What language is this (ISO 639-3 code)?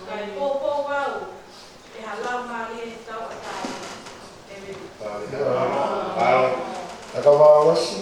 ton